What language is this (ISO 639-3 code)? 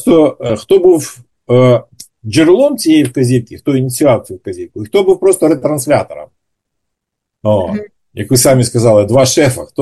ukr